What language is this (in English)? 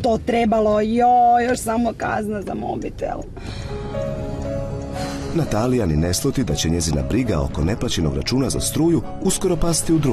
Croatian